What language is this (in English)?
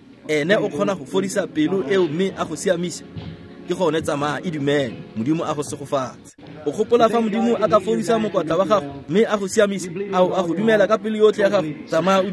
Tswana